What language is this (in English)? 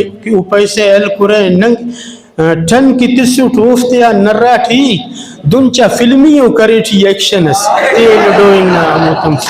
Brahui